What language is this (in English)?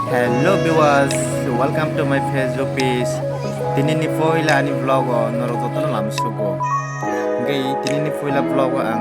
Kok Borok